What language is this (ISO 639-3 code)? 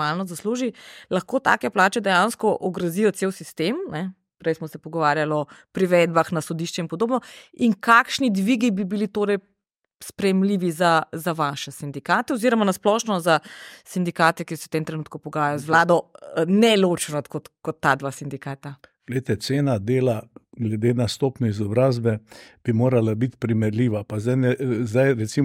slv